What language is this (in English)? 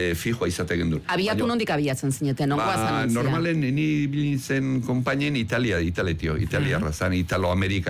Basque